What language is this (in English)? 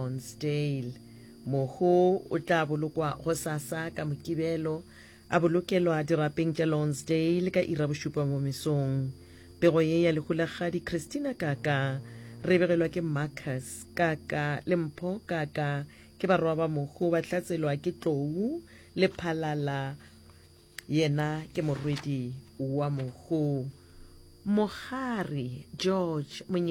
Northern Sotho